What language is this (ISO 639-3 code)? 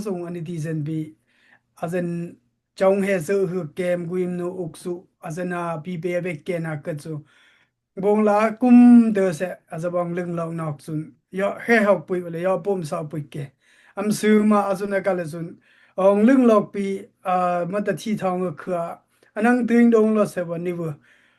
dis